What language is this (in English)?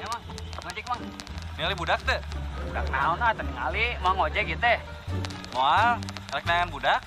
Sundanese